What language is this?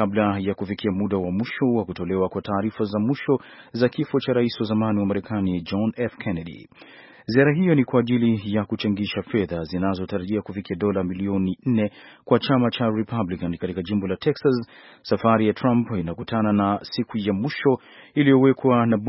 Swahili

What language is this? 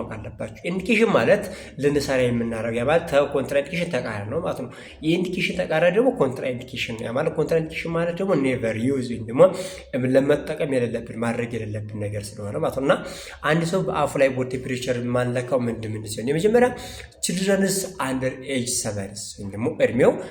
Amharic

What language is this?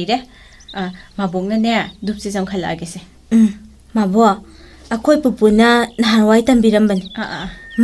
Manipuri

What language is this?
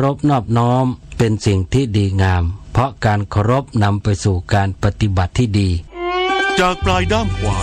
Thai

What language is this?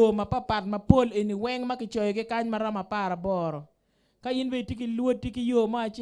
Acoli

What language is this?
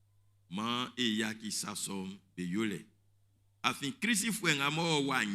Baoulé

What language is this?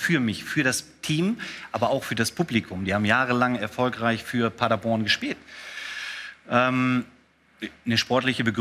German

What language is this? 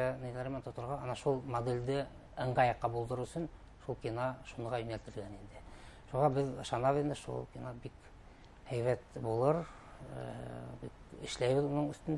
Bashkir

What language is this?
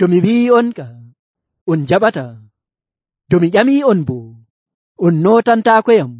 Nigerian Fulfulde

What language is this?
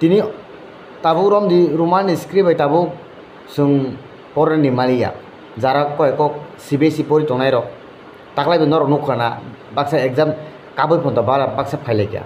Kok Borok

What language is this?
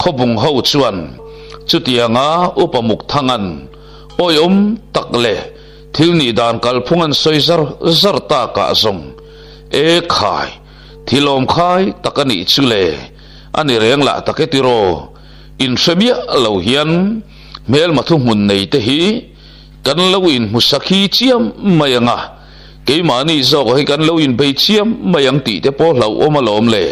Mizo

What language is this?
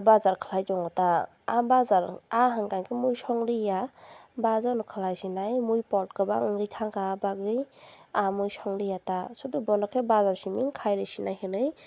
Kok Borok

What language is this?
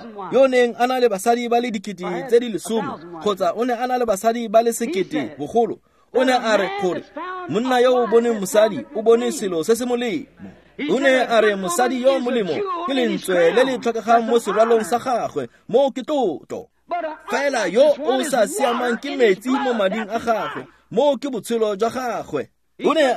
Tswana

